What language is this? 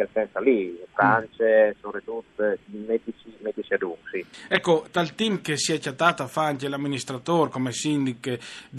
Friulian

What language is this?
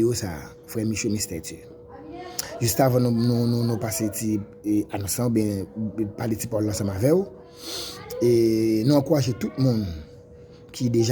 Haitian Creole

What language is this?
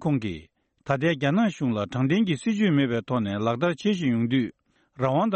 Tibetan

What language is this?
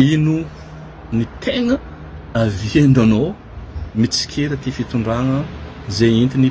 Malagasy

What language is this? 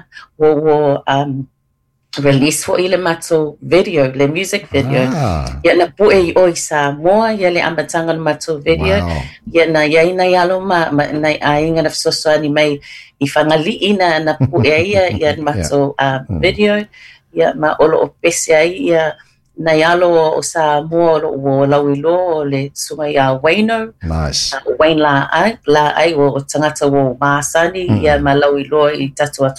Samoan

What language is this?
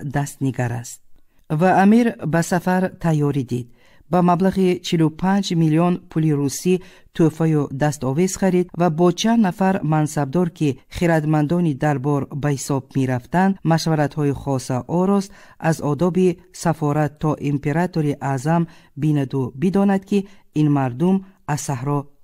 Tajik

